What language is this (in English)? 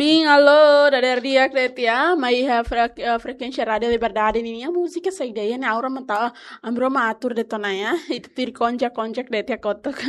Tetum